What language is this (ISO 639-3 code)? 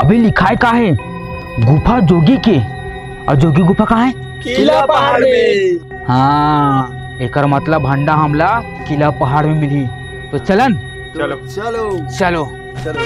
hne